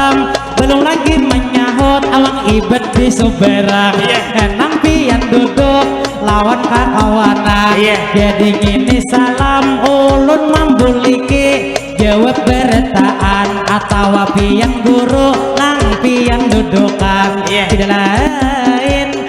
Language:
Banjar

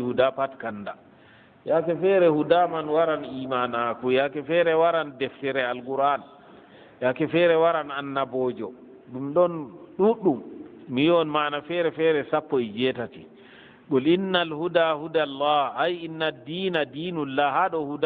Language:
Fula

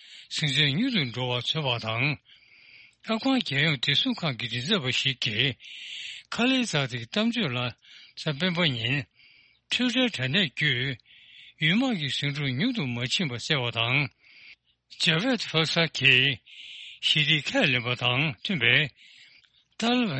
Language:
Tibetan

